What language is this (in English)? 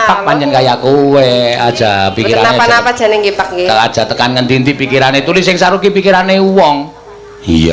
Javanese